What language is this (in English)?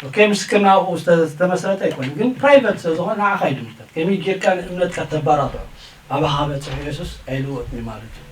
Tigrinya